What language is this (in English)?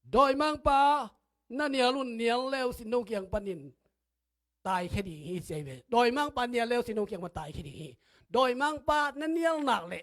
Tedim Chin